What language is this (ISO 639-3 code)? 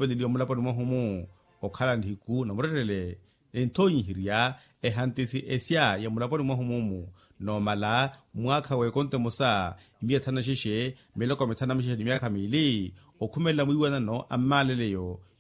vmw